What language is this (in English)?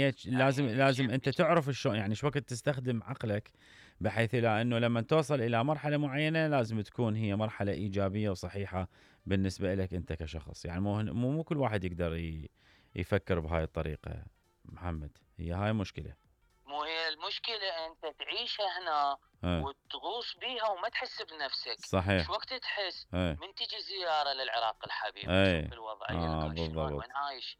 Mesopotamian Arabic